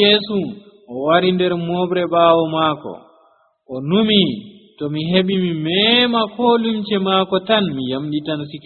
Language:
Nigerian Fulfulde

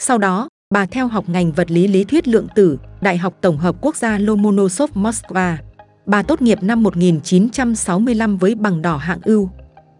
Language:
Vietnamese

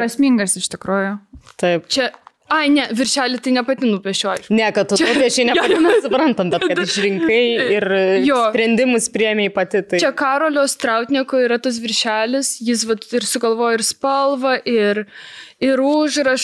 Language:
Lithuanian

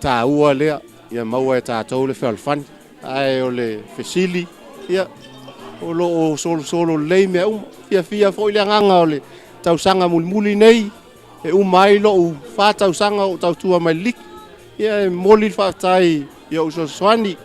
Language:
Samoan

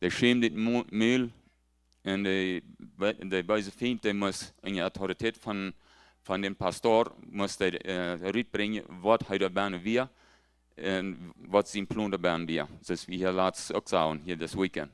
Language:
Plautdietsch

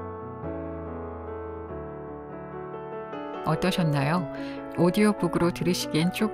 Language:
Korean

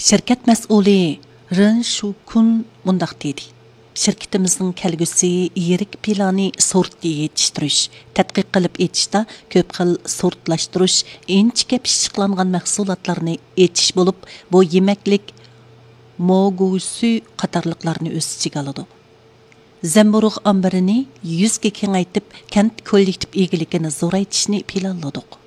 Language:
Uyghur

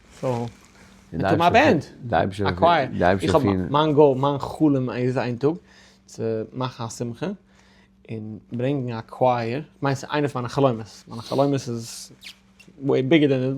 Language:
Yiddish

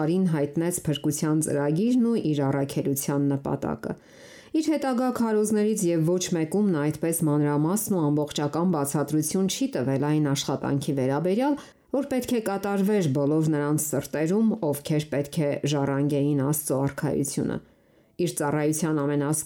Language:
Armenian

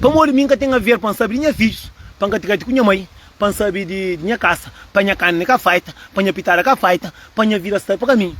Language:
Kabuverdianu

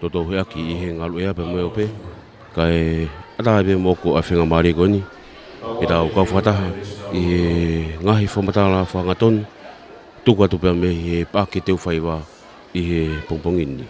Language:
Tongan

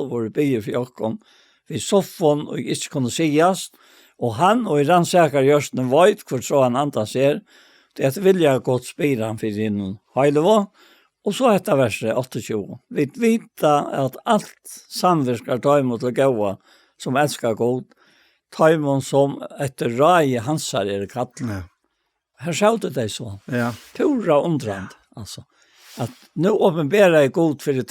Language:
Faroese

